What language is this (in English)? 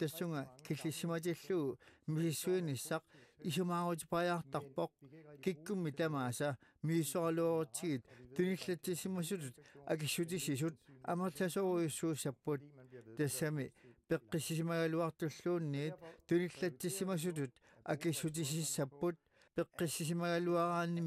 Kalaallisut